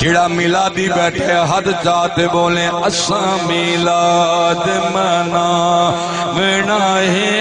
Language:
Saraiki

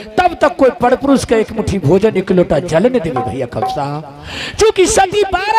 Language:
Angika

